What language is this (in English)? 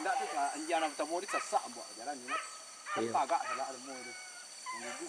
Minangkabau